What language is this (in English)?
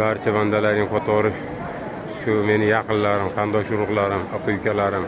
Uzbek